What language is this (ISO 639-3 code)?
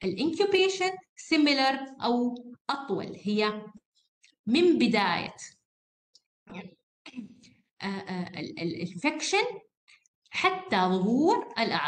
ara